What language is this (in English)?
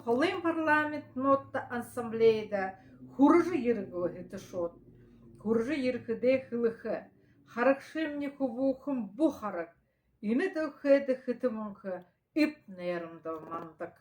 Buriat